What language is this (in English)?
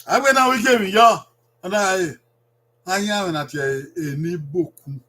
Bini